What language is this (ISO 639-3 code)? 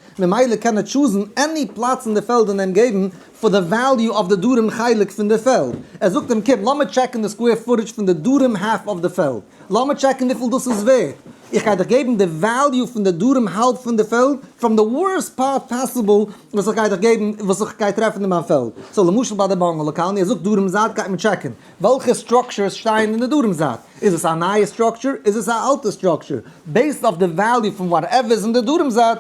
yid